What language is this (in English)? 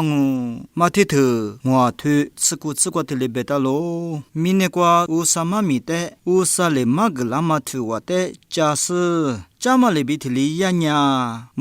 Lisu